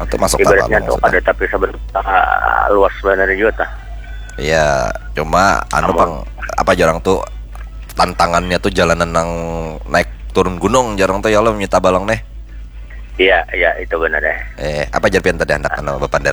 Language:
Banjar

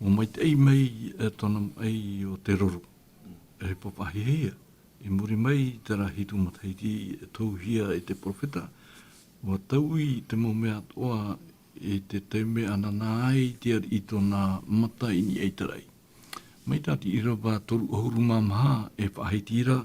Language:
Tahitian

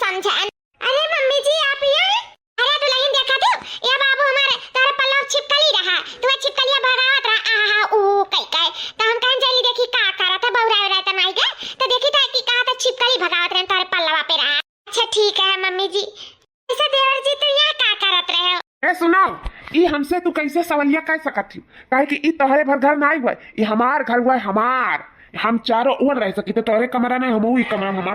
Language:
Awadhi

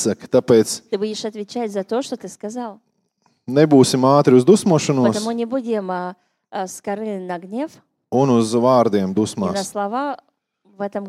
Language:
Latvian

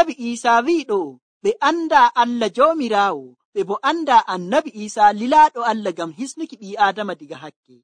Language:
Nigerian Fulfulde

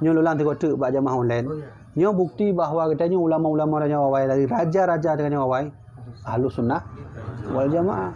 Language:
Achinese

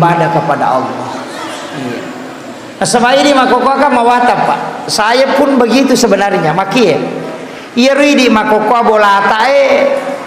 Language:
Buginese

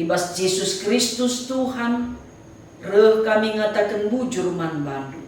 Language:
Batak Karo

